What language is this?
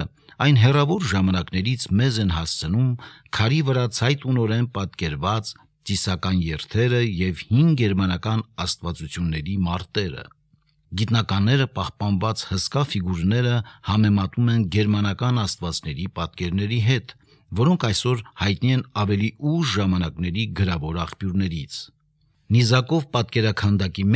Armenian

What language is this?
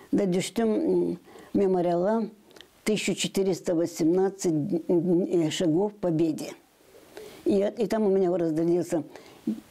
Gagauz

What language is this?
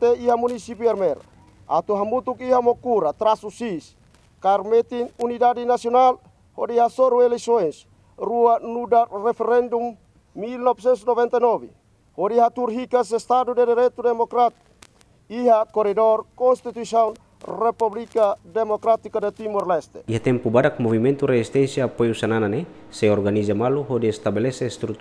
Tetum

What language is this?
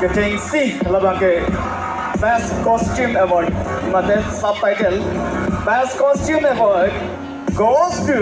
Karbi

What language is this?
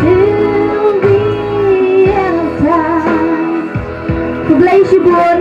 Khasi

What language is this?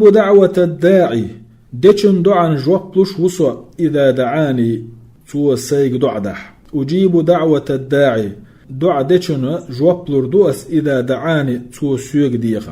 Chechen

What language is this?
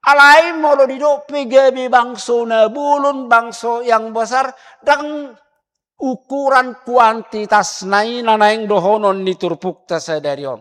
Batak Toba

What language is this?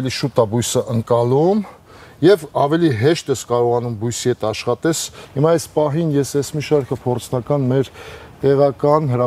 Armenian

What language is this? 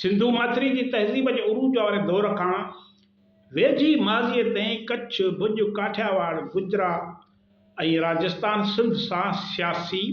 Sindhi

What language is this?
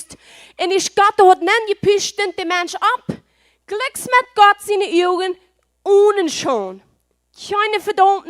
Plautdietsch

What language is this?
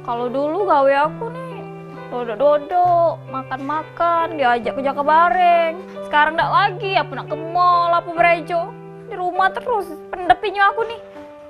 Musi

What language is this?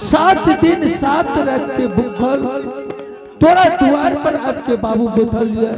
Angika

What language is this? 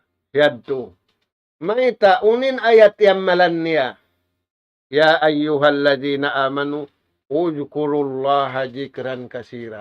Tausug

